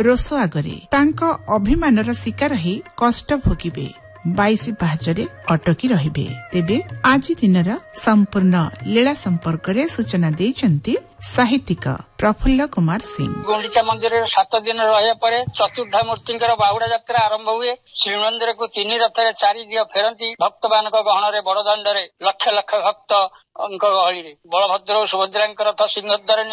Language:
Odia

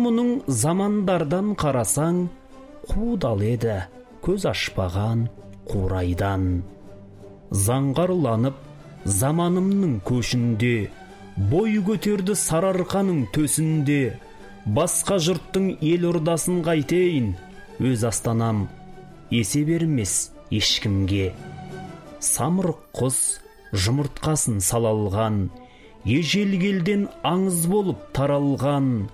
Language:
Kazakh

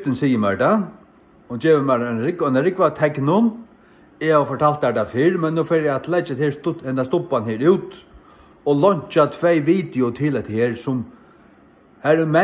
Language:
Faroese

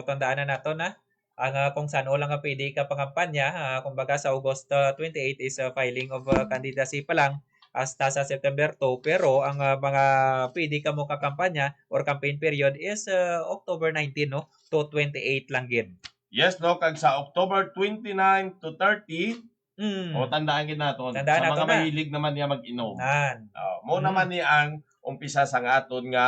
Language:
Hiligaynon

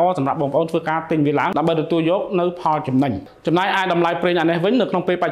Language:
Khmer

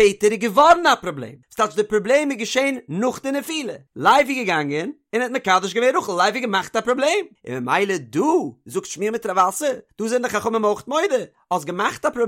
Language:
Yiddish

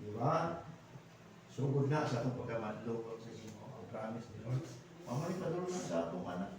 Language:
Cebuano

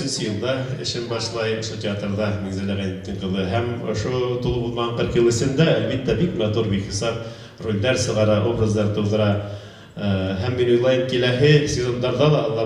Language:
Bashkir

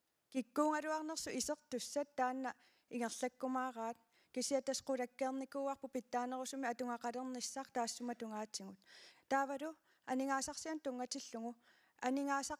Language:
Kalaallisut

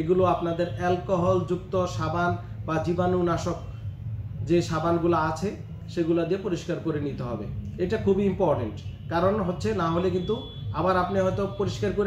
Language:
Bangla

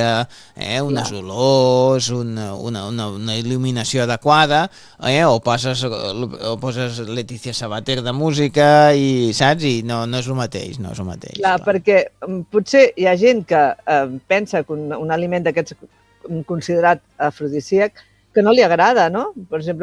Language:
Catalan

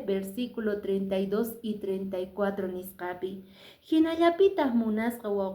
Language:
Quechua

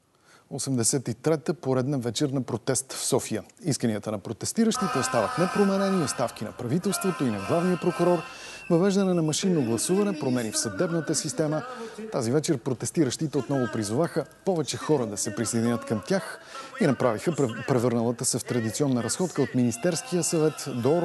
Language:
Bulgarian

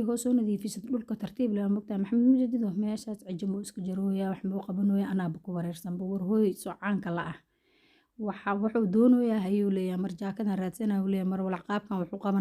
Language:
Somali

